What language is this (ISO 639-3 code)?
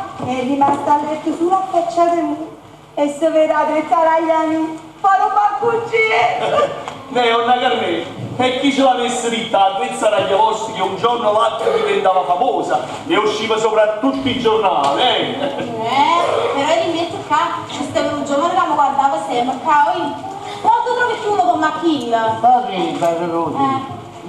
nap